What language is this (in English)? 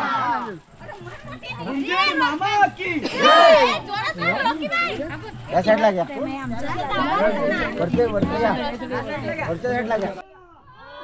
Marathi